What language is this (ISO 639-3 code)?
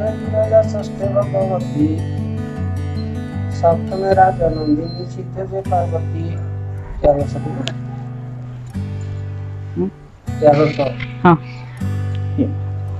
ori